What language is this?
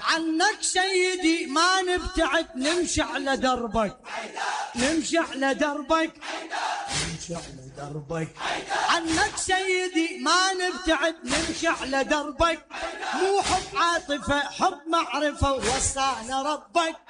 Mesopotamian Arabic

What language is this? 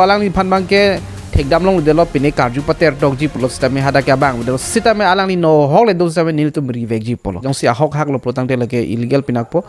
Karbi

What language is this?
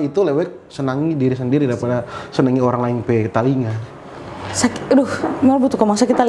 Manado Malay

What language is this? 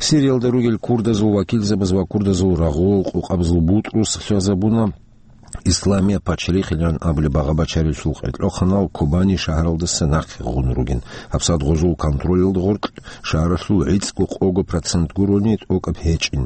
Avaric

